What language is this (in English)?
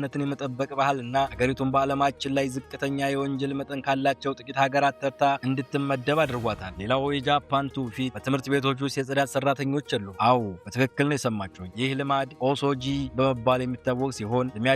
Amharic